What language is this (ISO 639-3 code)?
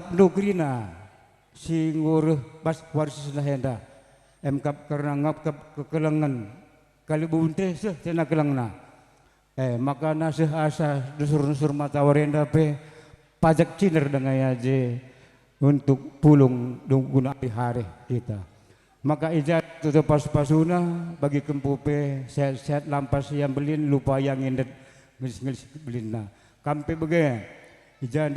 btx